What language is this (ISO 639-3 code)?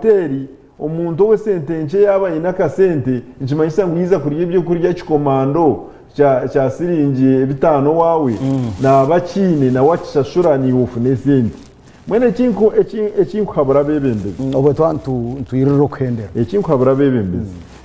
nyn